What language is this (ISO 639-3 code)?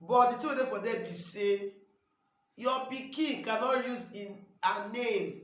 pcm